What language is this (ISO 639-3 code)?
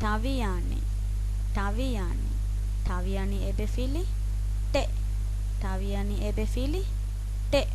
div